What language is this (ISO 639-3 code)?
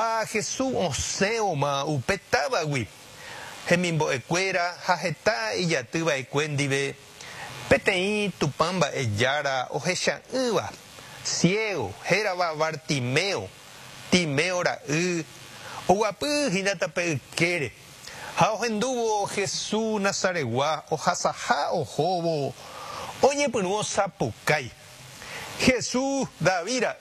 grn